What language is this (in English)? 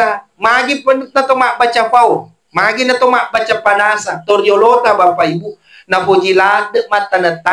Buginese